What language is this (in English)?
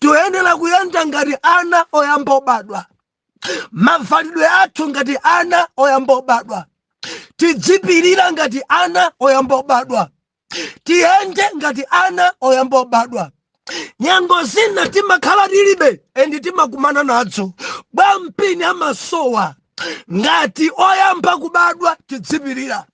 Nyanja